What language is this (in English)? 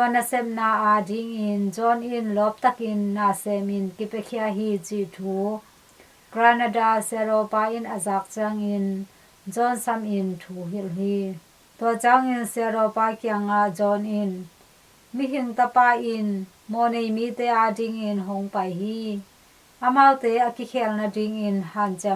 Tedim Chin